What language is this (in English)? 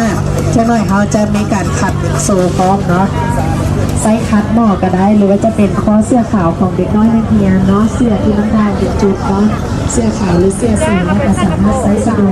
Lao